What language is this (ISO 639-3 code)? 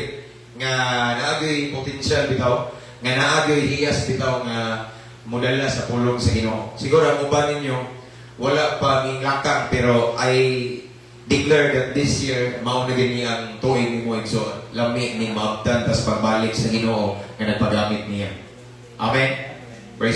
ceb